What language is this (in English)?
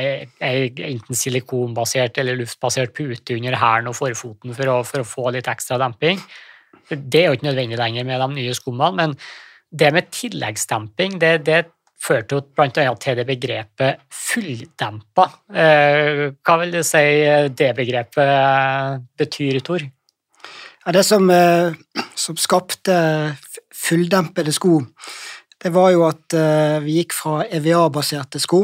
Norwegian